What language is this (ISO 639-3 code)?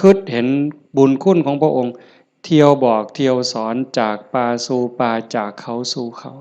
tts